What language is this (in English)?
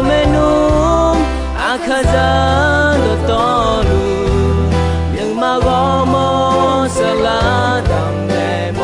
Akha